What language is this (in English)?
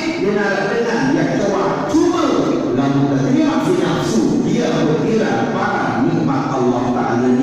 Sasak